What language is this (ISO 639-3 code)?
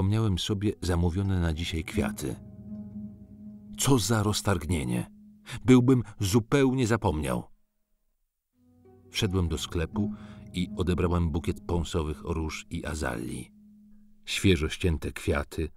pol